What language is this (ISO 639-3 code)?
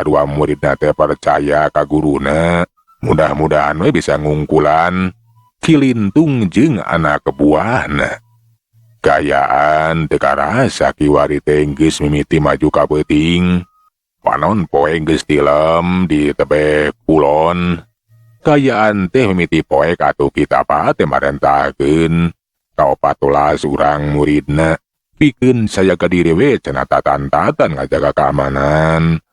sun